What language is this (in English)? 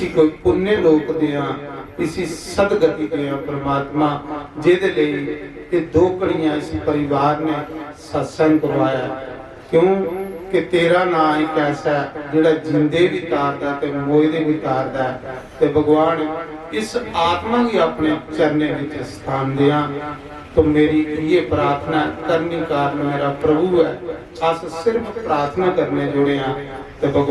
Dogri